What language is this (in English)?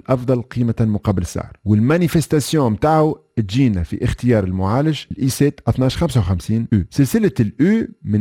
Tunisian Arabic